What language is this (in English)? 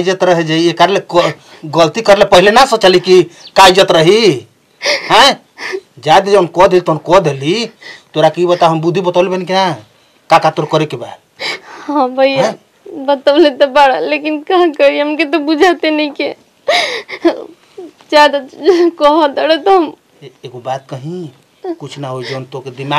Bhojpuri